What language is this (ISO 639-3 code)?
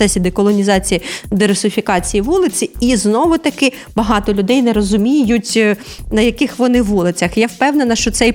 ukr